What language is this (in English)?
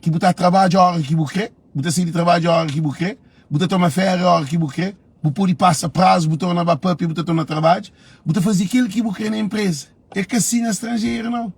Kabuverdianu